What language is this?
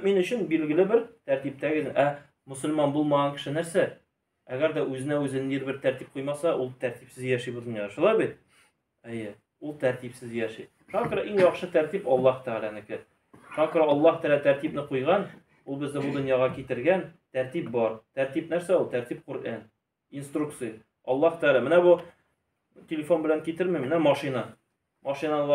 Tatar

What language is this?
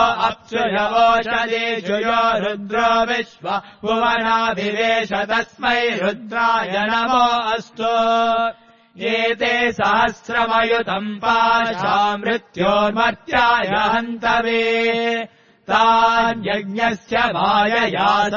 Sanskrit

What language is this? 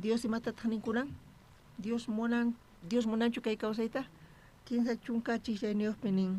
South Bolivian Quechua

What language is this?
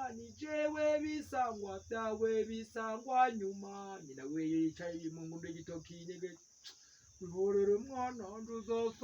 Rundi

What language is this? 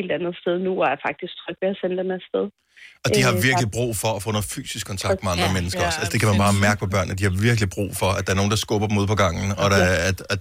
Danish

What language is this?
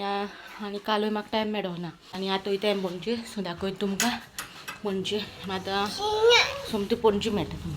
Konkani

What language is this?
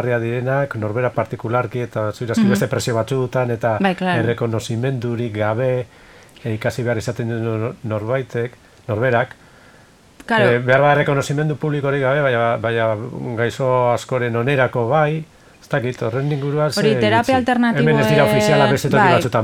Basque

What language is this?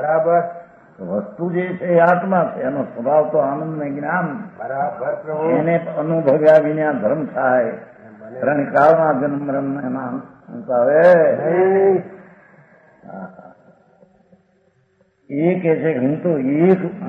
Gujarati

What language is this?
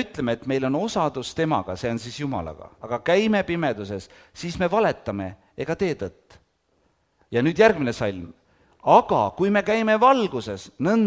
Estonian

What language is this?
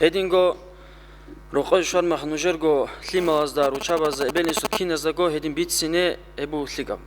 Avaric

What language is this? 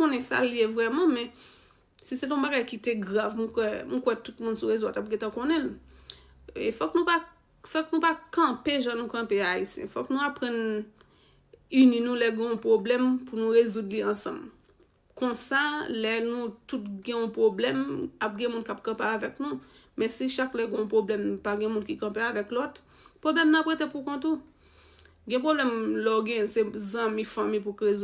Haitian Creole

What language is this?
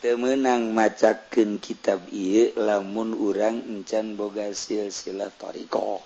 Sundanese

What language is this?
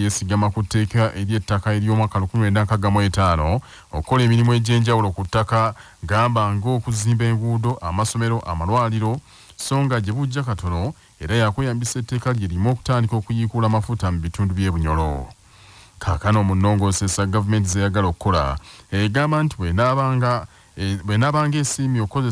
Ganda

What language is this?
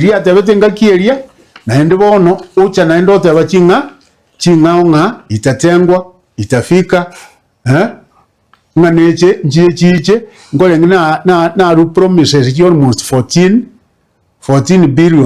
Gusii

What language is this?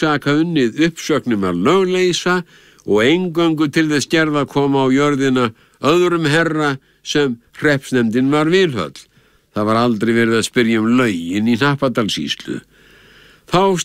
Icelandic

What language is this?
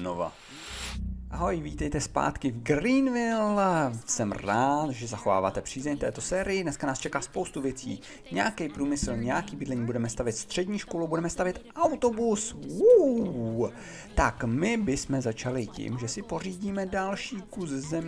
Czech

